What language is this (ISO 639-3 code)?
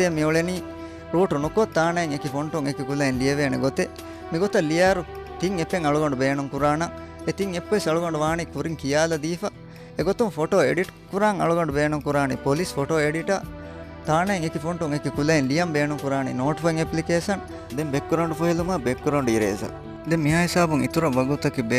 div